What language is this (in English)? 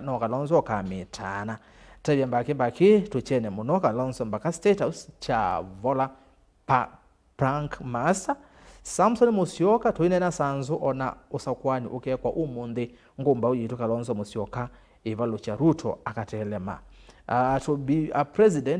Kamba